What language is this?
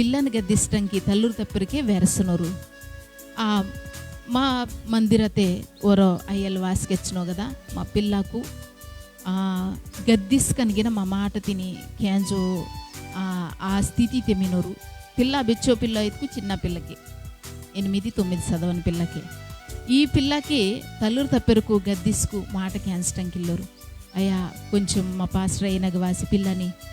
Koya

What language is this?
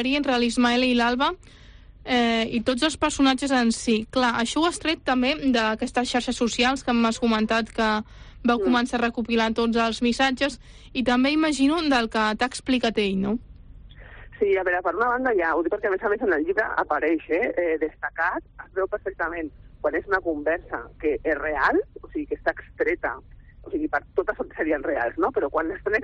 Catalan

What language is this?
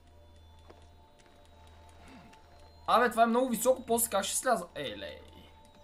Bulgarian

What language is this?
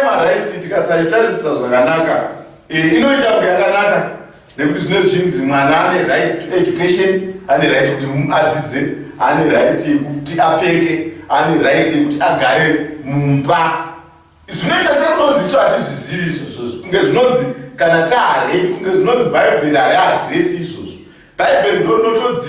Shona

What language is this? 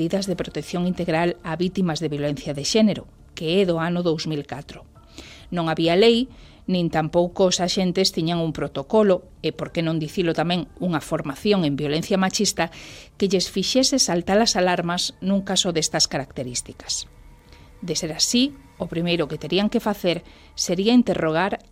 Galician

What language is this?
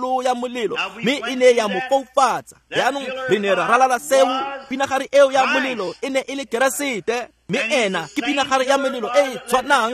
Tswana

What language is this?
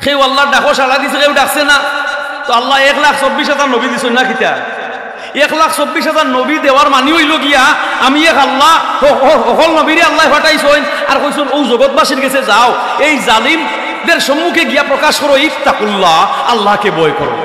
Sylheti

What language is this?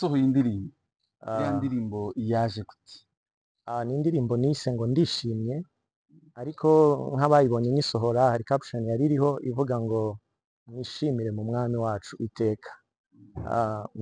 Kinyarwanda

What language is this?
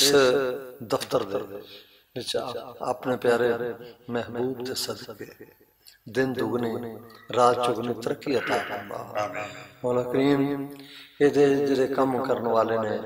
Western Panjabi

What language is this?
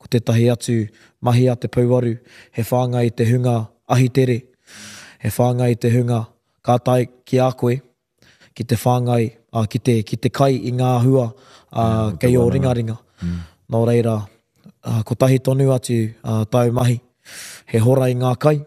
Māori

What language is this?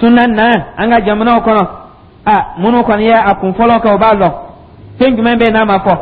Dyula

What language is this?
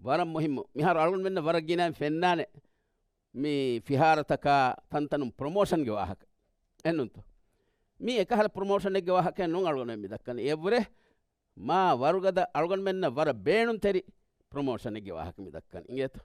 Divehi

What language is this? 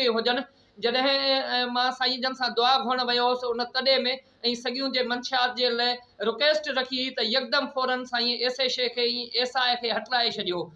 Sindhi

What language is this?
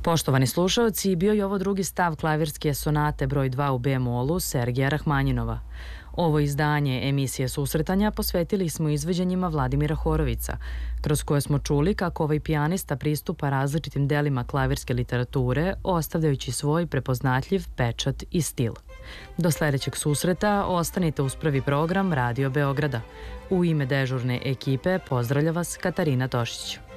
Serbian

